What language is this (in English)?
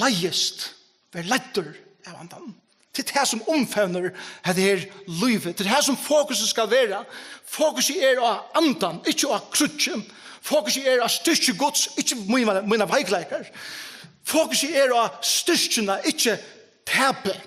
Faroese